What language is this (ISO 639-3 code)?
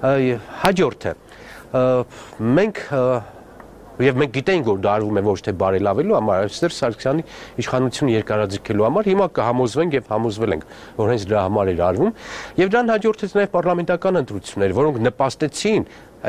hye